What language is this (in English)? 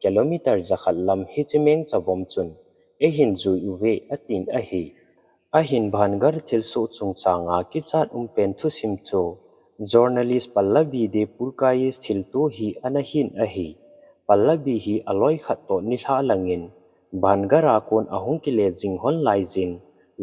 Thado Chin